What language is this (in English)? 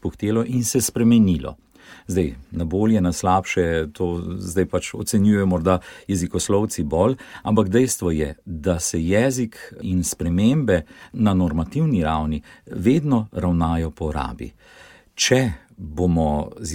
Slovenian